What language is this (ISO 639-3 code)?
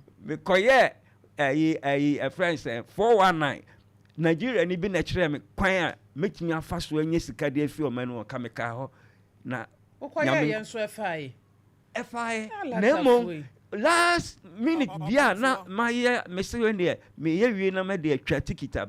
aka